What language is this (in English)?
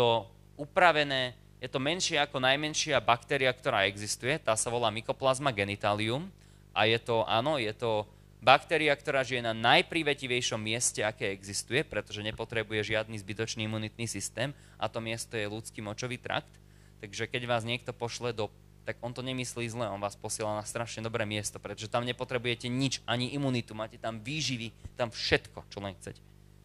Slovak